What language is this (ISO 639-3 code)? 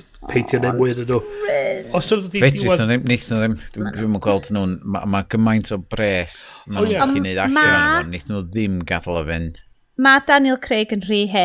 cym